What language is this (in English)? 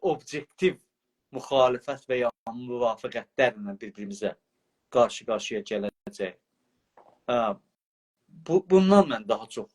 South Azerbaijani